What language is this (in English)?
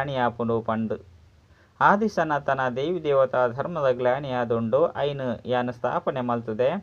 Tulu